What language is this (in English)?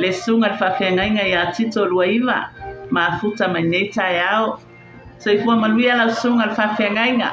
Samoan